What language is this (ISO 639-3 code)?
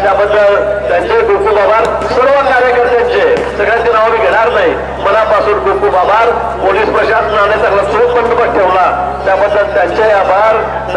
mar